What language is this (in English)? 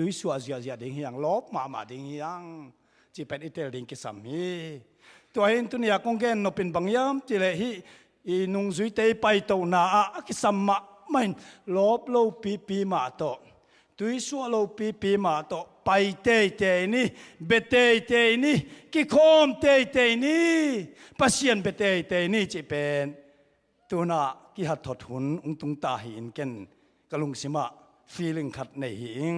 Tedim Chin